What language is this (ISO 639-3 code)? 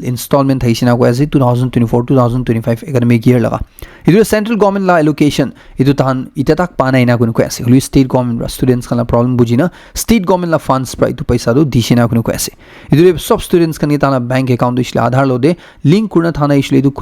nag